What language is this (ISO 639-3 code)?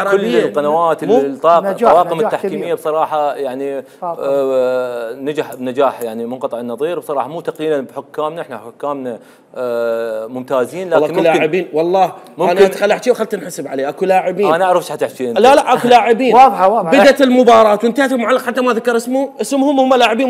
acm